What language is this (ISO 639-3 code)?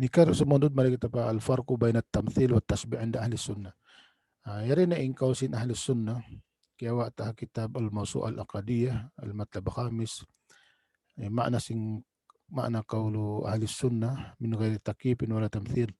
tsg